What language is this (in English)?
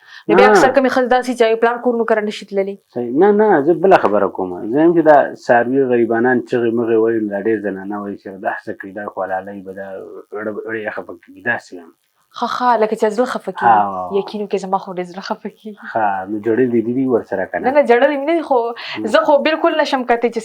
Pashto